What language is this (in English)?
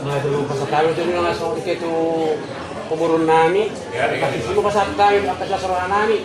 Batak Toba